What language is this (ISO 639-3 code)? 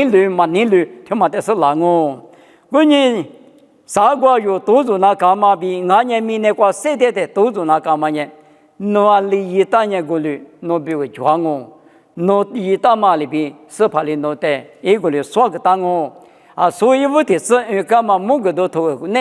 lis